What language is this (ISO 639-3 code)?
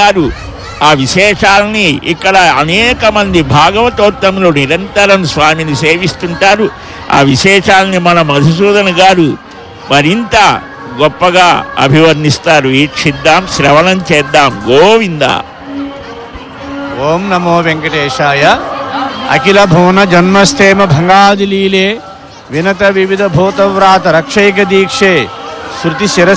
tel